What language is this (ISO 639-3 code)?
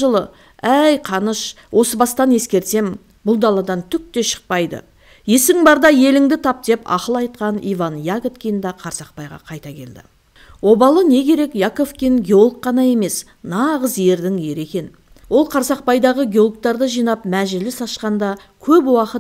kaz